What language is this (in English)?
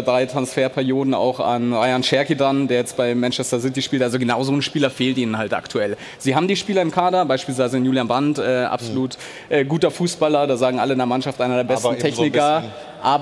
German